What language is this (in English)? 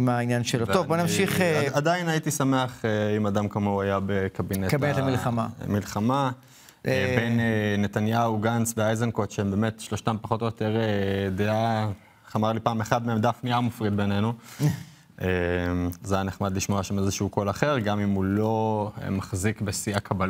Hebrew